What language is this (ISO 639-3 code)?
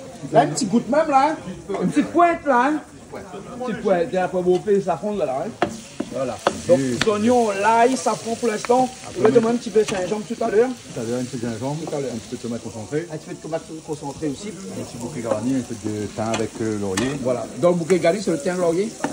rcf